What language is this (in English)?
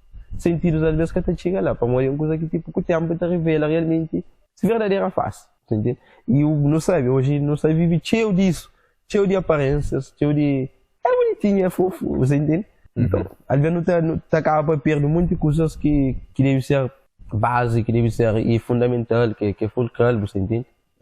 Kabuverdianu